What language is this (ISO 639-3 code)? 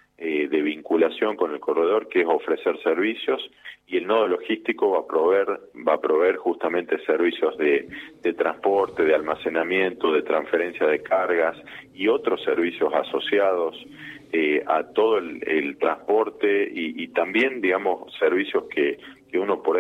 spa